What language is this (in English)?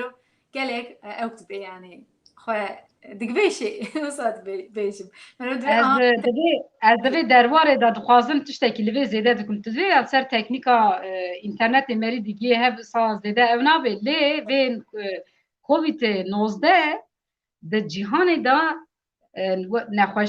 Kurdish